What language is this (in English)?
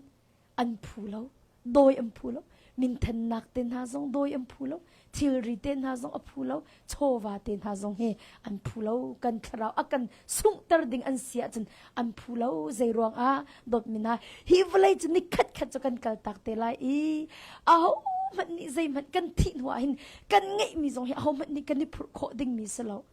Hakha Chin